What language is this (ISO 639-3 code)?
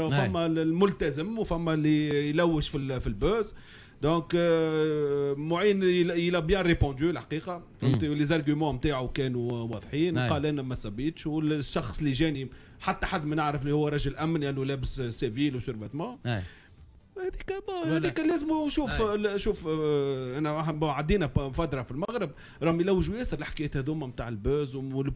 aeb